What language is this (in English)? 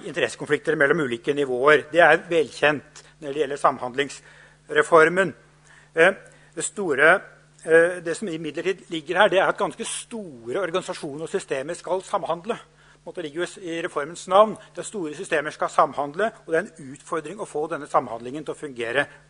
Norwegian